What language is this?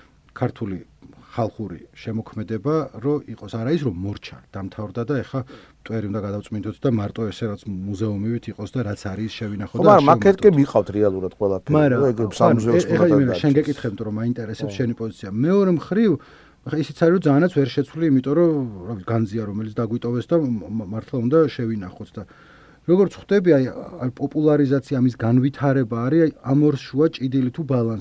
Georgian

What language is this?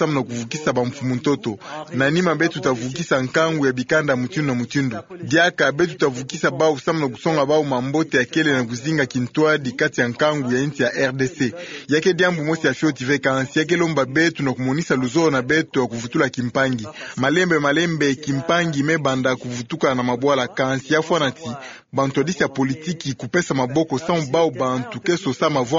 Kituba (Democratic Republic of Congo)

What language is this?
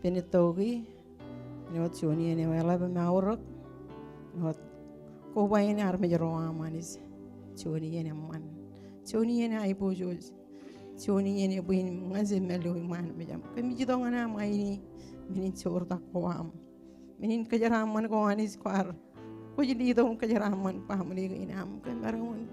Marshallese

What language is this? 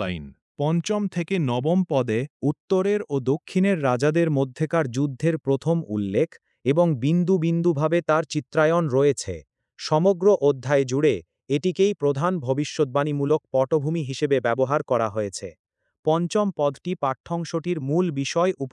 Bangla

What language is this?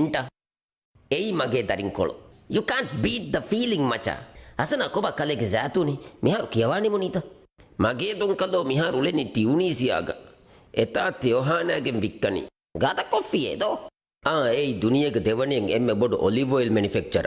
Divehi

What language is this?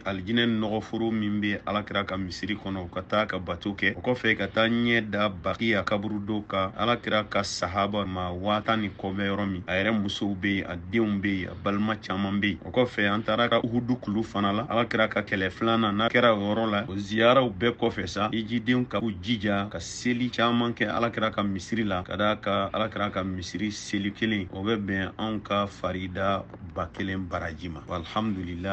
Bambara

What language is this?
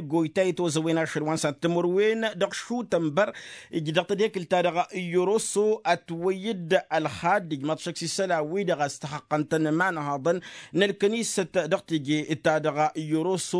Tamasheq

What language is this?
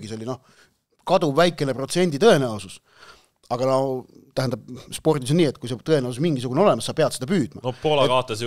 Estonian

